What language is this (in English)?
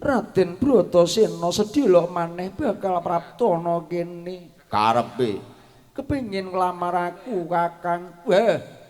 Javanese